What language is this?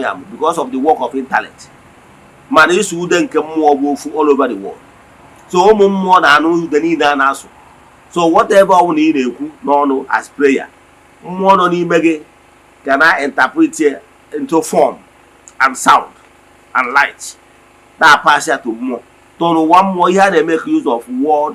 Igbo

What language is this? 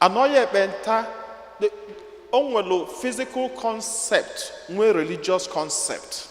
Igbo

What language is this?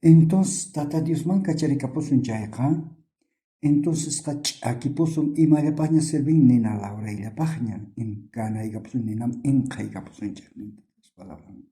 South Bolivian Quechua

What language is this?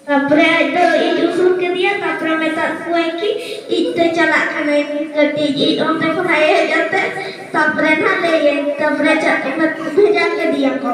Santali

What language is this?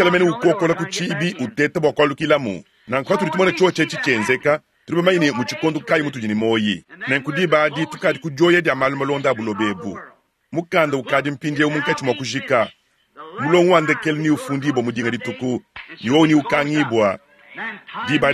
Luba-Lulua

